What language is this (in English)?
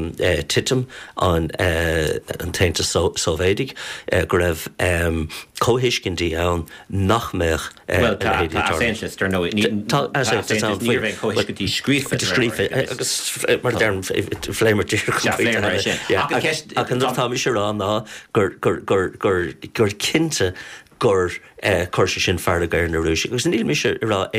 Irish